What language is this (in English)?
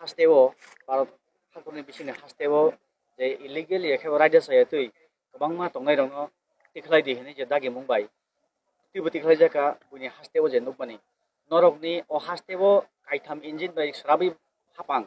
Kok Borok